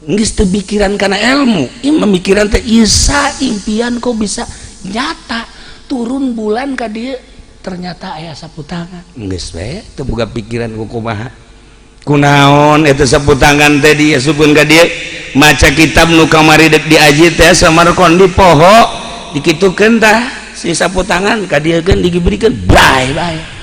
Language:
Sundanese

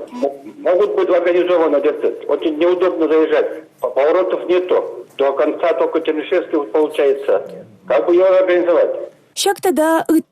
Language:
Chuvash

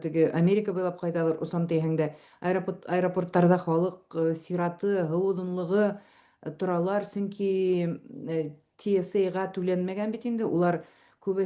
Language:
Bashkir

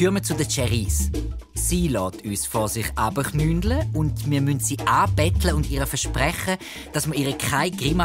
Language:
Swiss German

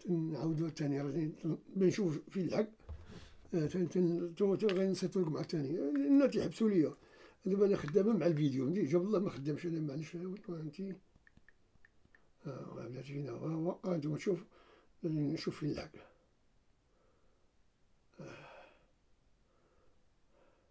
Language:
Moroccan Arabic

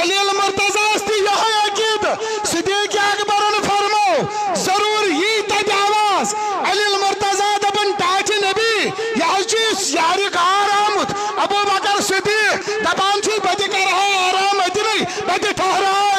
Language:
Kashmiri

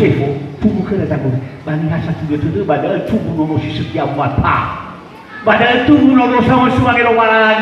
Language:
Nias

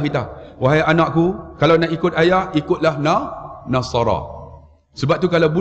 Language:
Malay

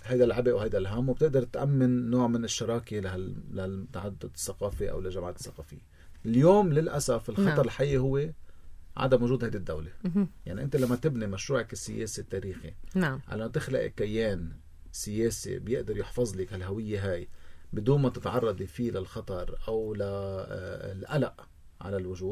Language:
North Levantine Arabic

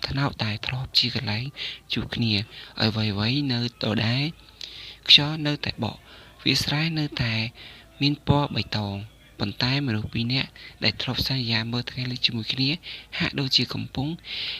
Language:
Khmer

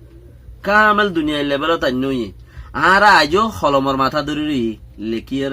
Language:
Rohingya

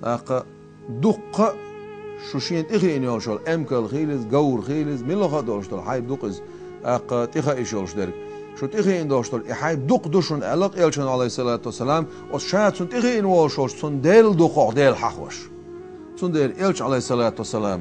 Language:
Chechen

